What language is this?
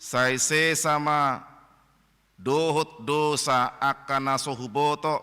Batak Toba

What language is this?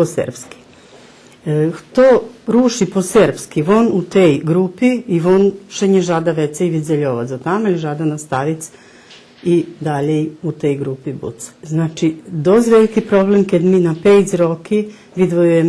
Rusyn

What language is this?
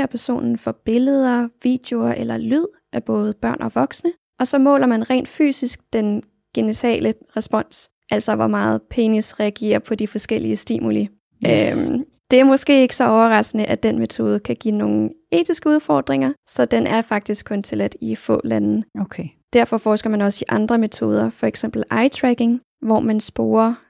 Danish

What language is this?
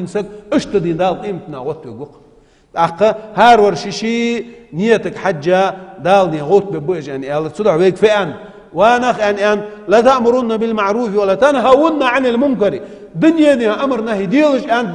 Ingush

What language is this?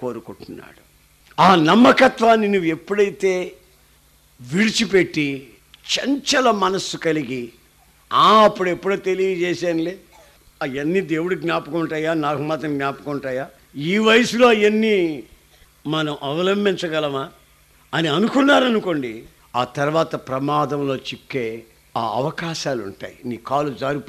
Telugu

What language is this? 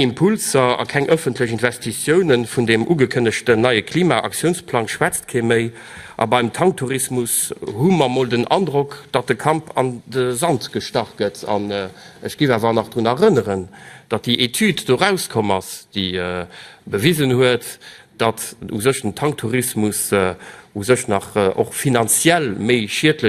Luxembourgish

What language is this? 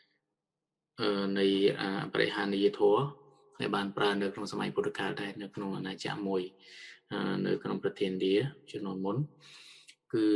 Khmer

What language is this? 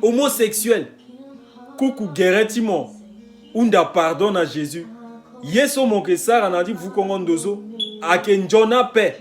Sango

